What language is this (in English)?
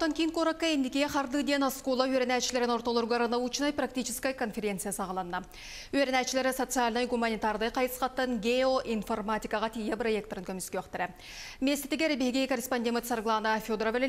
Yakut